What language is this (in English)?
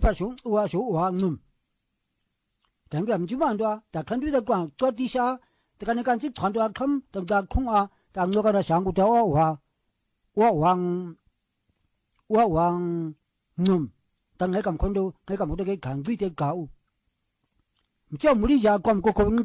Swahili